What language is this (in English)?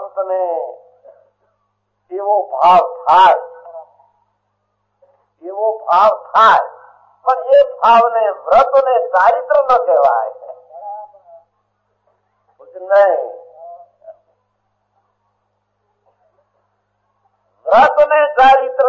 Gujarati